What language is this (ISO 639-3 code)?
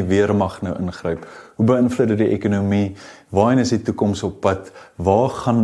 afr